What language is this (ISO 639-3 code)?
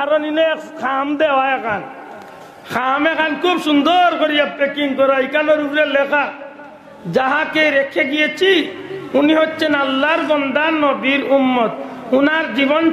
syl